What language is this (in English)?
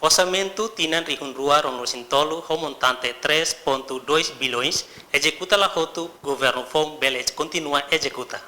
Tetum